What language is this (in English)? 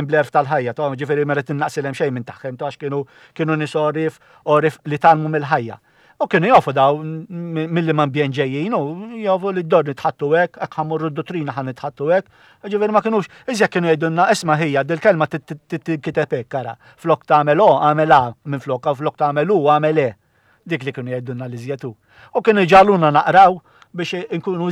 Maltese